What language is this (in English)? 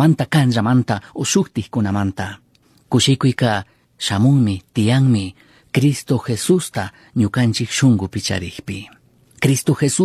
Chimborazo Highland Quichua